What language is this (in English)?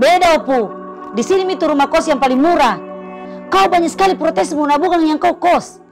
Makassar Malay